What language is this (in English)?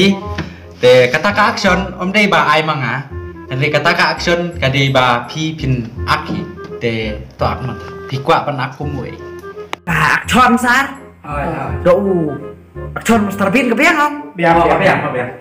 Khasi